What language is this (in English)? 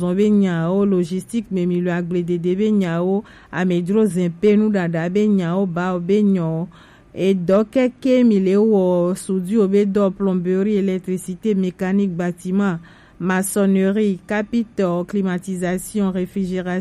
Gen